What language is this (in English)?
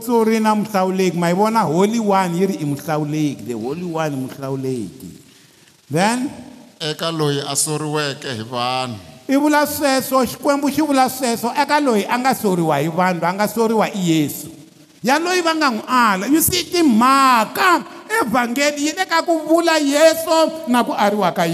Tsonga